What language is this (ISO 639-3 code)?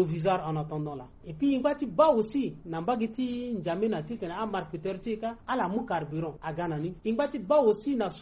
sag